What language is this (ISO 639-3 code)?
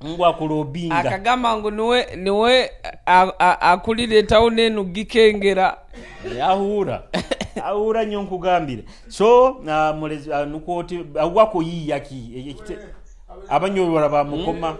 nyo